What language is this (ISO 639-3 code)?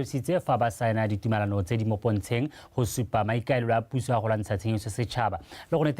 tsn